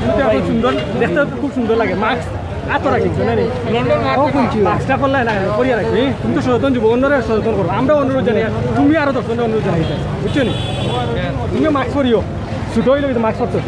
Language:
Sylheti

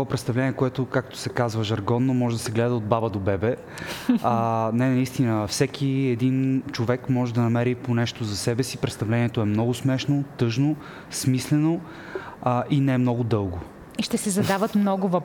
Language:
Bulgarian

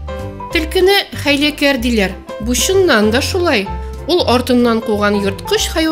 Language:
Tatar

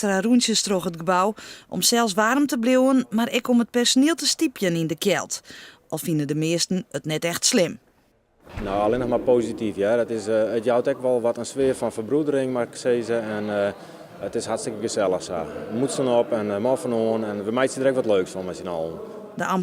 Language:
Western Frisian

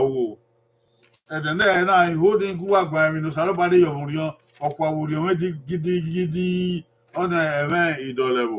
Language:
Bini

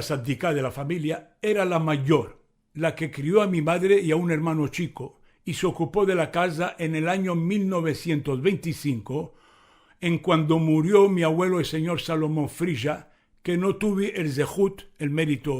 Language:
Ladino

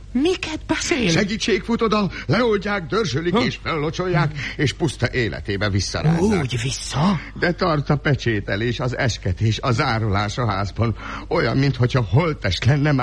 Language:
Hungarian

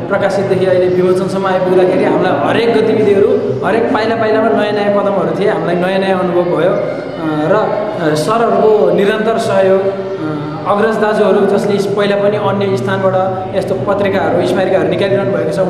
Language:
Nepali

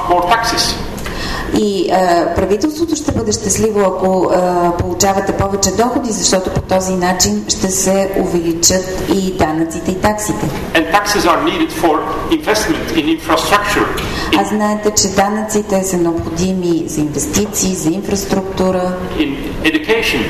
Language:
Bulgarian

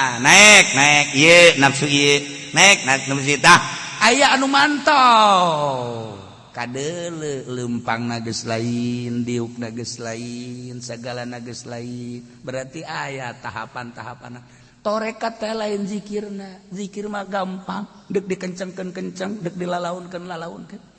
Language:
Sundanese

